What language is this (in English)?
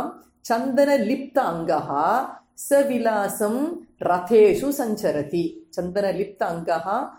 Sanskrit